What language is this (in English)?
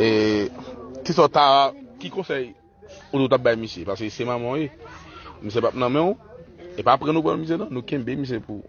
Haitian Creole